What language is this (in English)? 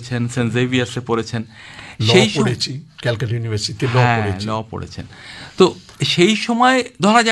Bangla